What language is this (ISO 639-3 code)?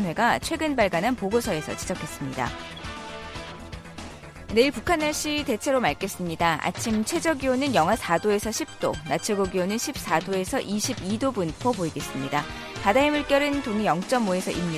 kor